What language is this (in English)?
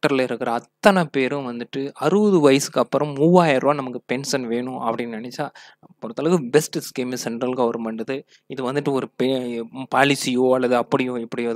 Tamil